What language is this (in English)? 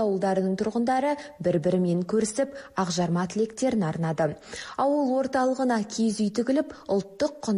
Kazakh